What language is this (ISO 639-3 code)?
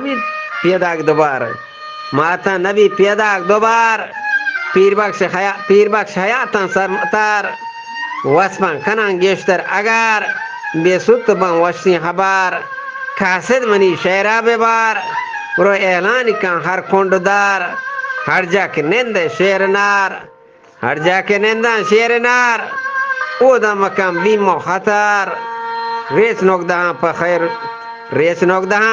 bgp